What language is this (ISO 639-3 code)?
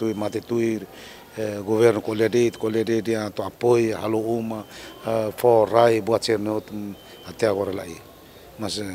tet